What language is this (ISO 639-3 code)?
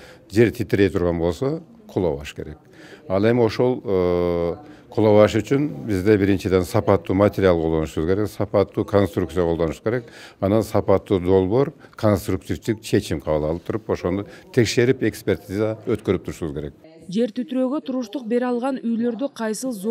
kir